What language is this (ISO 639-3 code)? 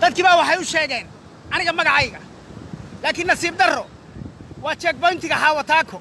som